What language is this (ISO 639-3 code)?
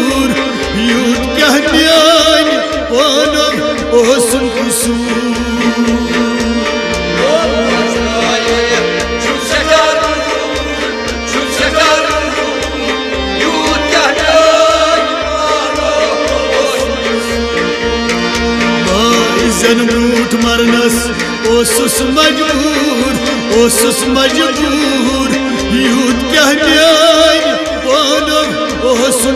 kas